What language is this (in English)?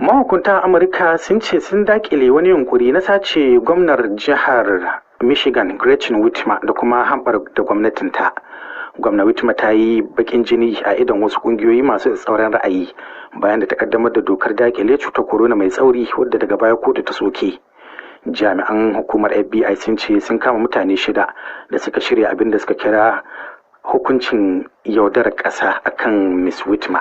Hausa